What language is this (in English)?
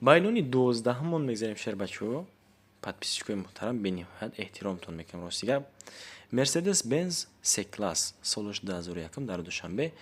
Tajik